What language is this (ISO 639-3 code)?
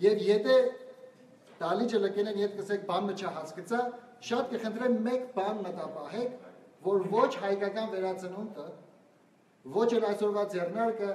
hyw